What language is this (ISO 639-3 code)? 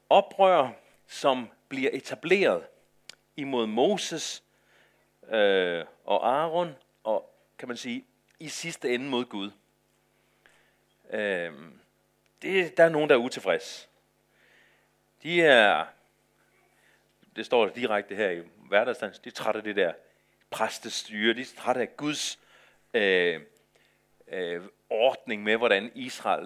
dan